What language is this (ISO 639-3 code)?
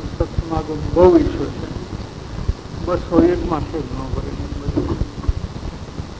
guj